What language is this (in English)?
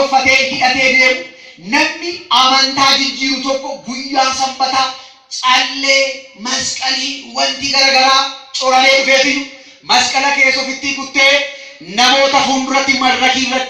Oromo